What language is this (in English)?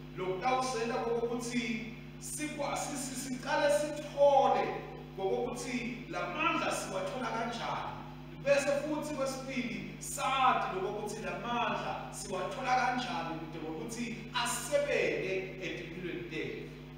Swati